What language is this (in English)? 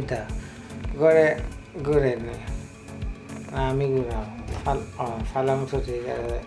Sylheti